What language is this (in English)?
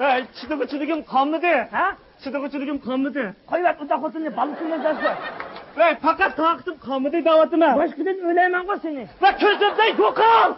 Uyghur